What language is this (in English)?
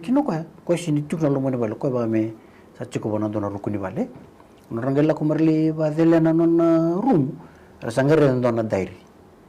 Fijian